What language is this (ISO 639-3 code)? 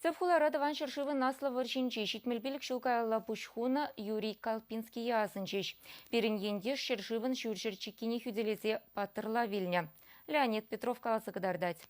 chv